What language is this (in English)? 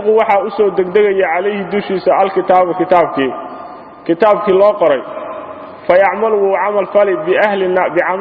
Somali